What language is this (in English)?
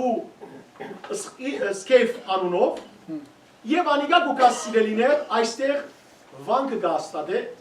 Western Armenian